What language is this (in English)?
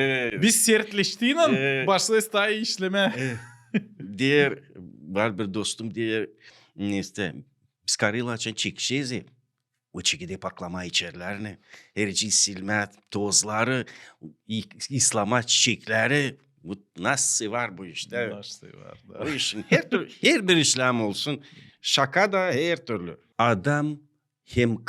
Gagauz